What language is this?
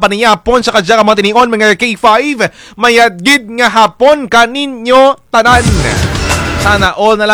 Kinaray-a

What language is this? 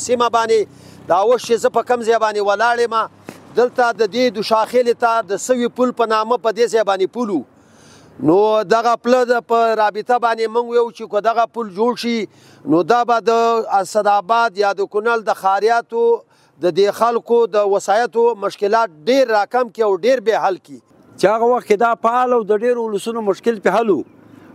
Pashto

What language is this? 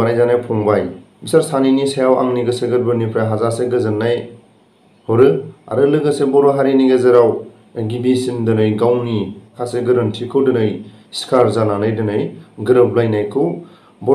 Bodo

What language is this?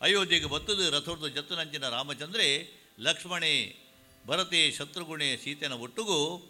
Tulu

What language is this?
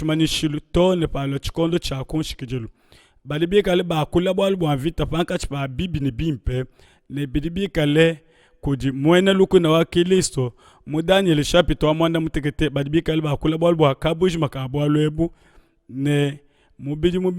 Luba-Lulua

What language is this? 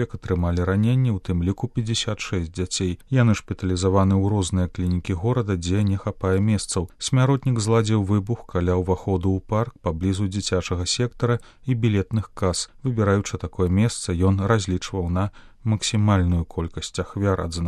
Belarusian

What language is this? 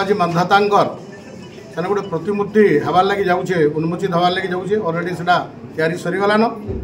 Odia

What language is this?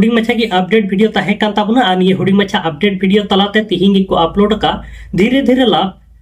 Santali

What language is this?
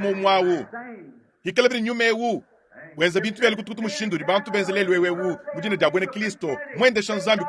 Luba-Lulua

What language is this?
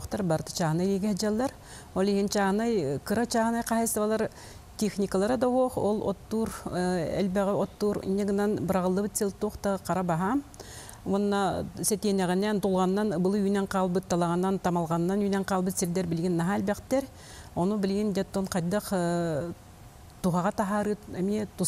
Yakut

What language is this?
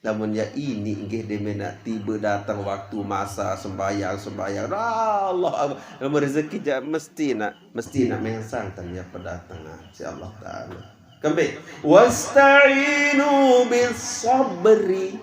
Sasak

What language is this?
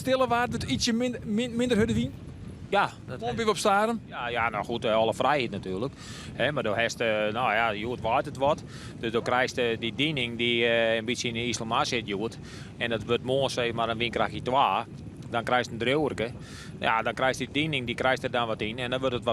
Western Frisian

